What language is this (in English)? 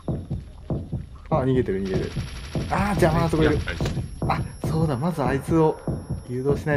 Japanese